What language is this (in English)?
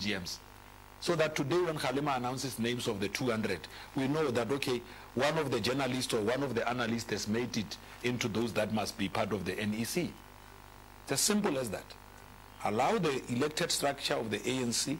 English